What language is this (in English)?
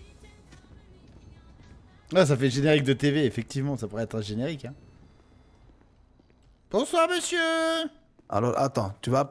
French